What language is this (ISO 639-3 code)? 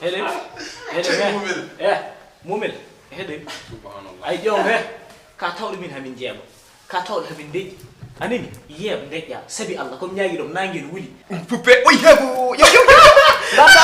ful